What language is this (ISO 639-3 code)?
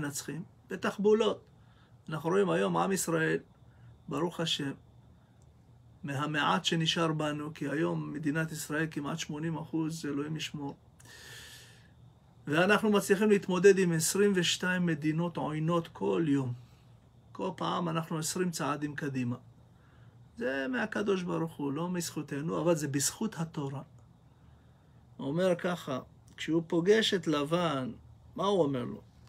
heb